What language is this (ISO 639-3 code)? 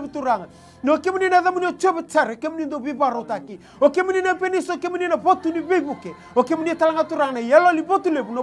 fij